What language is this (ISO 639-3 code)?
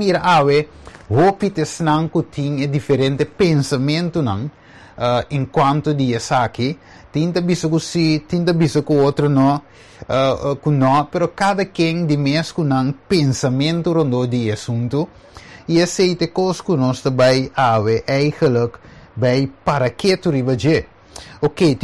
pap